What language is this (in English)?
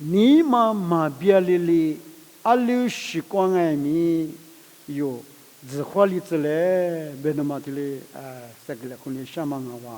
Lisu